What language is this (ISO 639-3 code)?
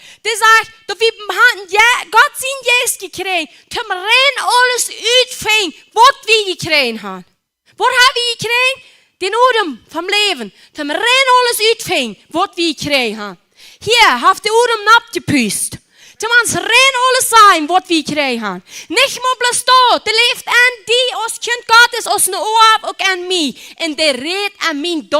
pdt